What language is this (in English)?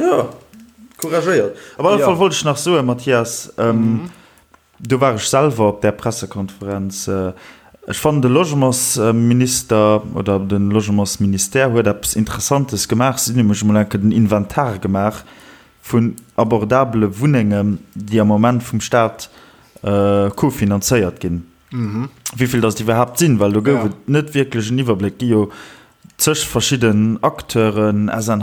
Luxembourgish